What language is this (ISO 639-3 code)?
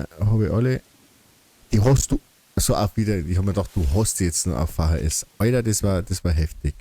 bar